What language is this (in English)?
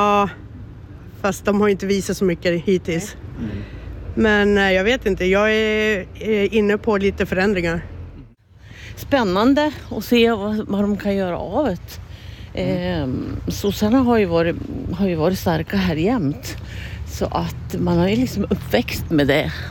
Swedish